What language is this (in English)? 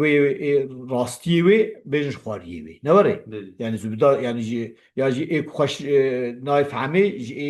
Kurdish